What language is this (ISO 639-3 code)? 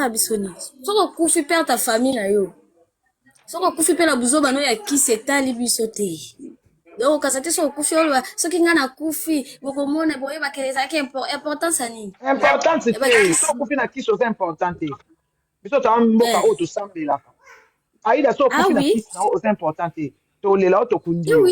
lin